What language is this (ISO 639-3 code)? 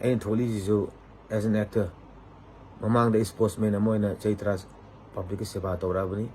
mni